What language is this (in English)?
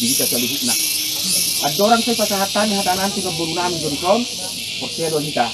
Batak Toba